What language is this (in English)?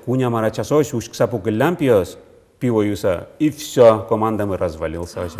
Udmurt